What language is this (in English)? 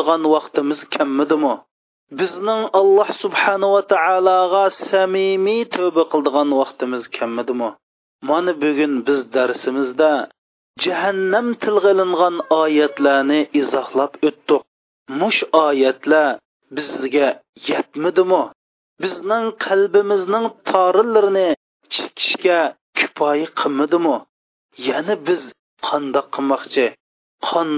Uyghur